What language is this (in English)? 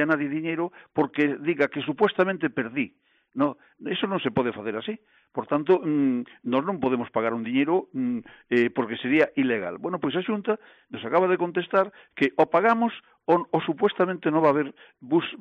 Galician